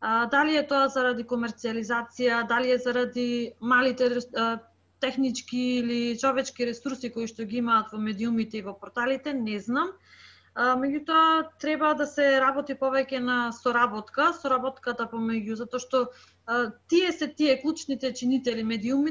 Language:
Macedonian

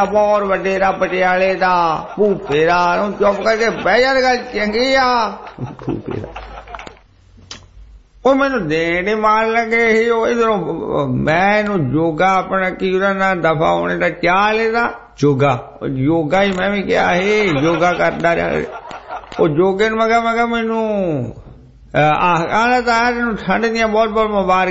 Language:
Punjabi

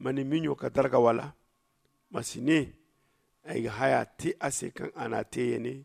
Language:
Zarma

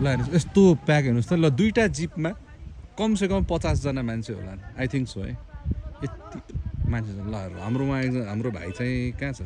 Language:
Nepali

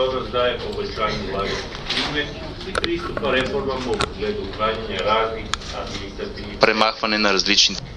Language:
Bulgarian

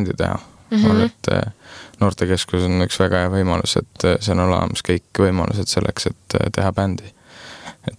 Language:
Estonian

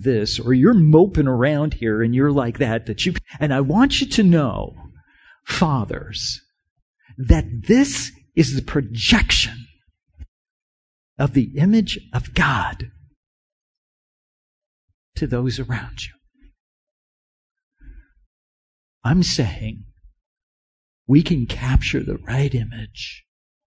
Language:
English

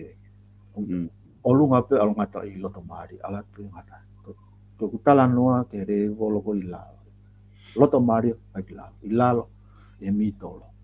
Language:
Tongan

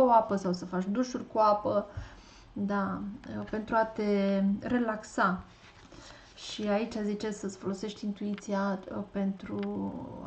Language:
Romanian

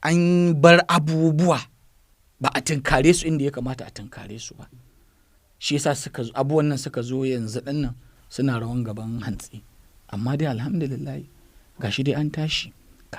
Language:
Hausa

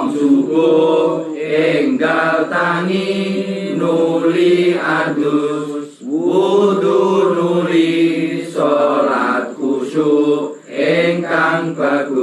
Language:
Javanese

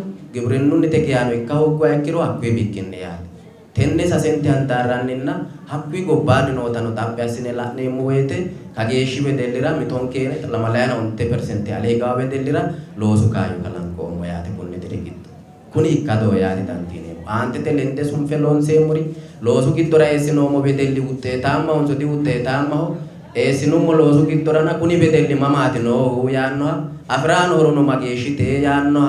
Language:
Sidamo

